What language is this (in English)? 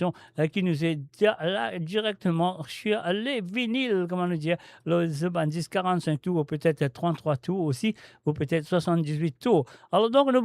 Morisyen